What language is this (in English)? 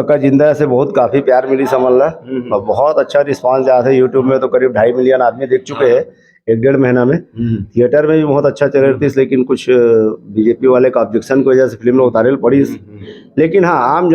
Chhattisgarhi